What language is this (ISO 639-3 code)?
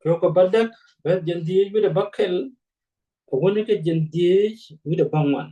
nus